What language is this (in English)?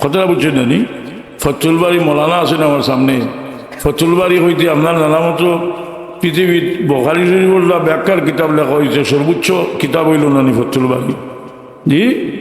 Sylheti